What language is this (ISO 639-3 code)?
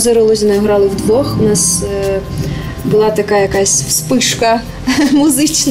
ukr